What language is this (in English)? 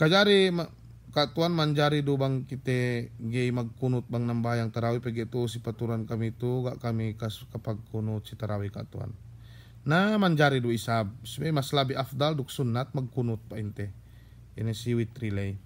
Yakan